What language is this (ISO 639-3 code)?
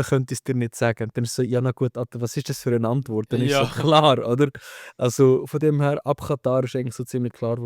gsw